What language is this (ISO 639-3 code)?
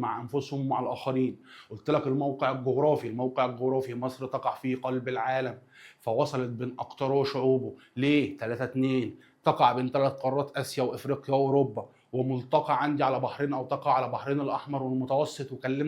arz